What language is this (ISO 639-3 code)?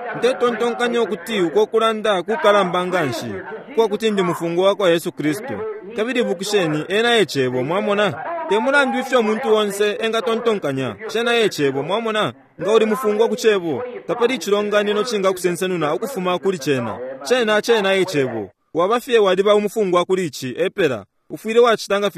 bem